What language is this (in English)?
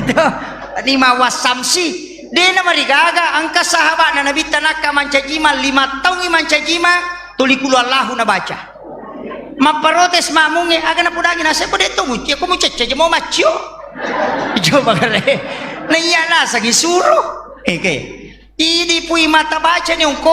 Buginese